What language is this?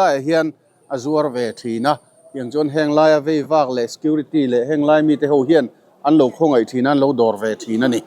Mizo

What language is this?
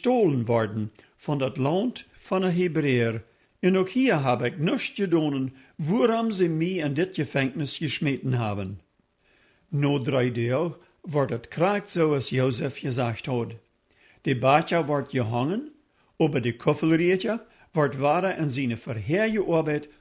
Plautdietsch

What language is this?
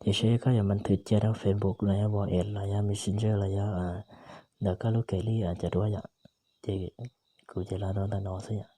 Hmong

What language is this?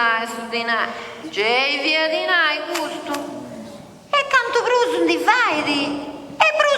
Sardinian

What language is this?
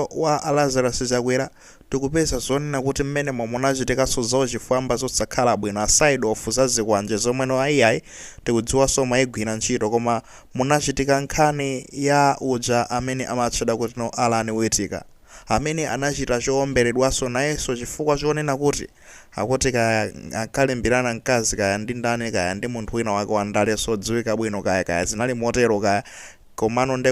Nyanja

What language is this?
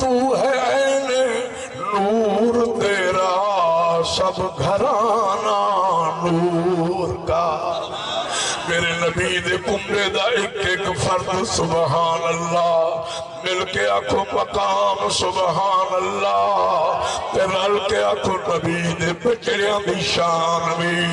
Saraiki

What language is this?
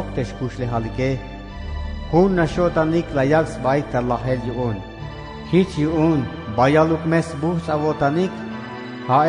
Tzeltal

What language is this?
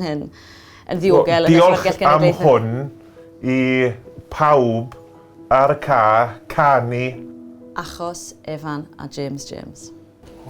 Welsh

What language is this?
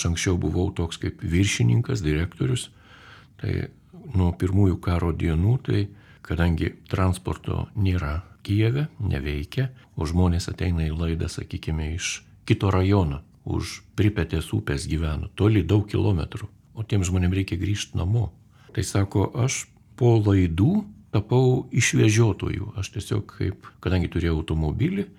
Lithuanian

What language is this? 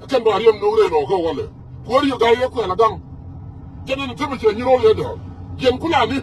Nuer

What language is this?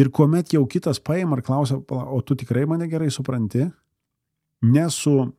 Lithuanian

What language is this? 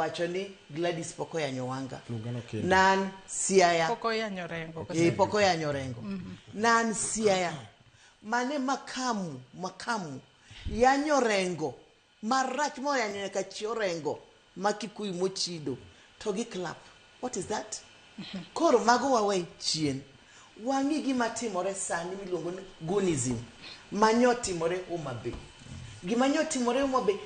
Luo (Kenya and Tanzania)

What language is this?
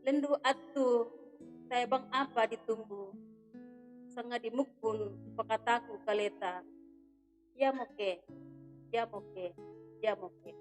Toraja-Sa'dan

